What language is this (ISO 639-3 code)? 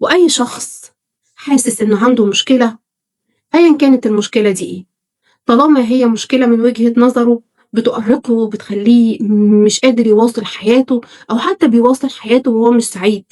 arz